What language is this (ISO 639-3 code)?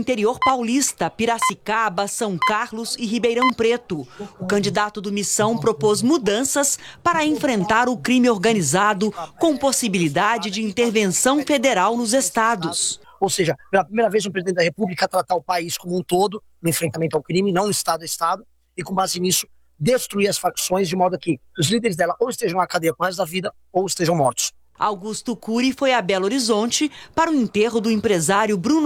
por